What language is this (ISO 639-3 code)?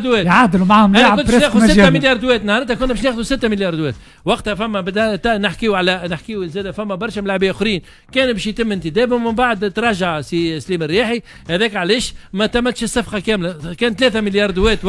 aeb